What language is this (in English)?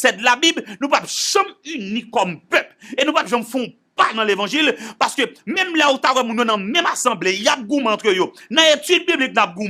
Haitian Creole